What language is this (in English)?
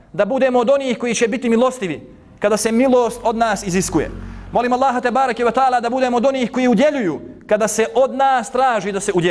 Bosnian